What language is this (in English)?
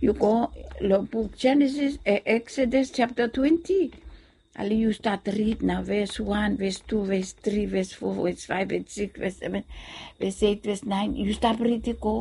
Bislama